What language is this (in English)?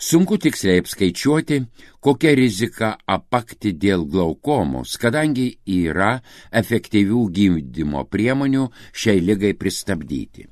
Lithuanian